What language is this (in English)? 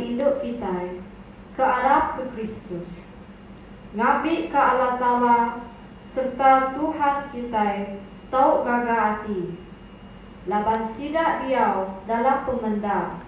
Iban